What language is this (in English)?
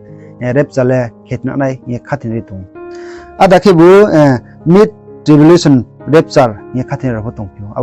Riang (India)